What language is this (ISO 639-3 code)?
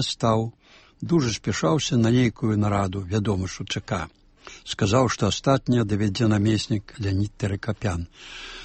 bel